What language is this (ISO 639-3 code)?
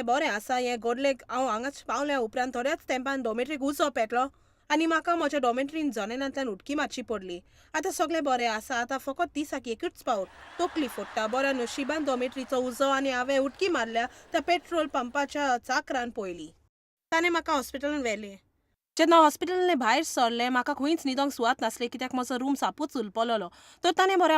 kok